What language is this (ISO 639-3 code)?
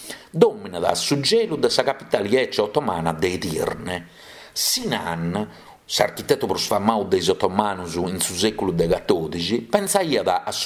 srd